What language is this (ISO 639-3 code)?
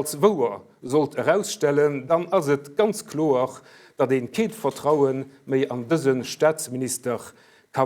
ltz